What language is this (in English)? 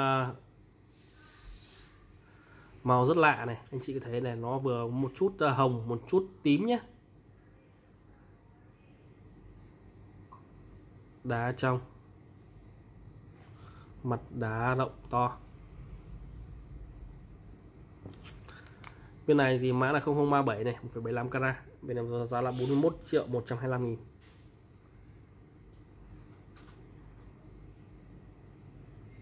Vietnamese